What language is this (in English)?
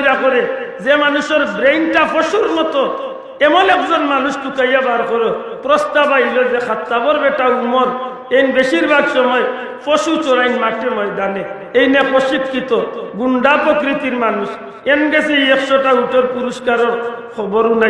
Sylheti